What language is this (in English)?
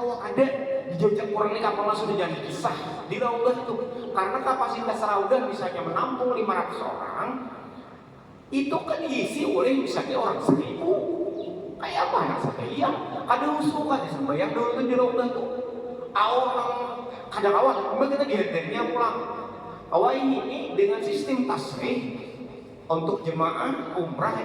Banjar